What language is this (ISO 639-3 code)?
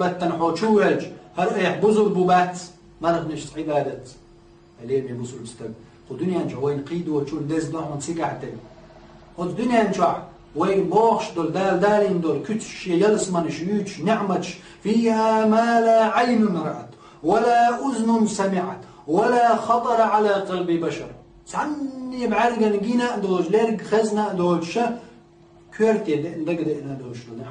che